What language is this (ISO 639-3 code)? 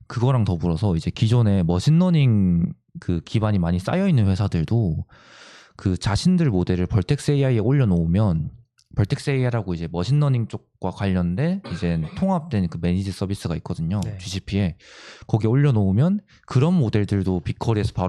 kor